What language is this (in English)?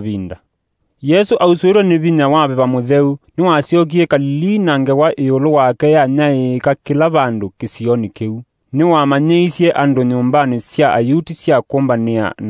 Kamba